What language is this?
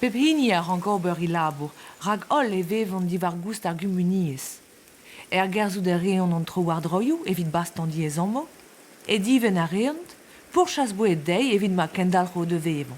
Breton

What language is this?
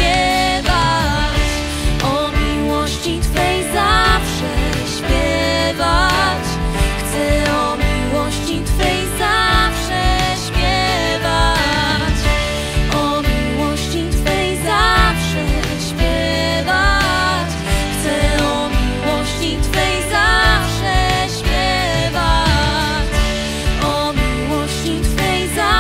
Polish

